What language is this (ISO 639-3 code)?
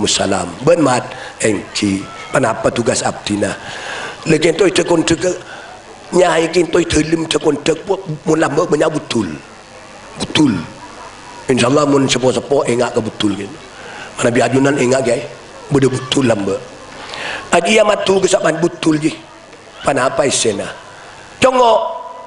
mad